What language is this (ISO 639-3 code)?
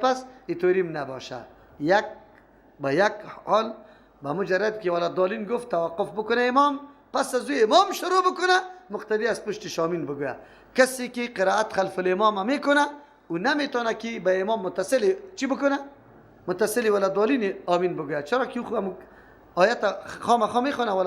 fas